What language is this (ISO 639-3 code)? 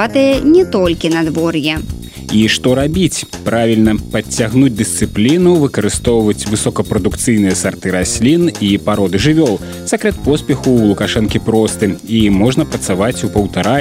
bel